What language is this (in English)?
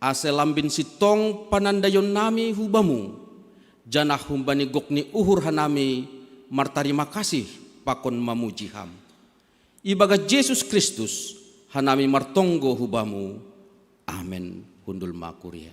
Batak Simalungun